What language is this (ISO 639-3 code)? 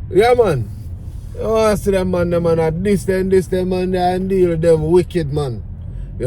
jam